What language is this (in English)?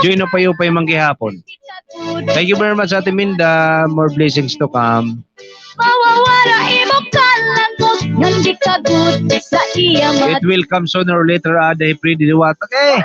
Waray